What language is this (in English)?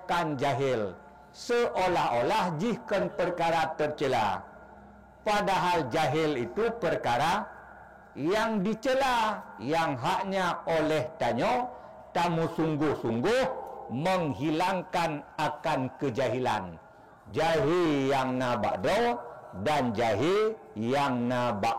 Achinese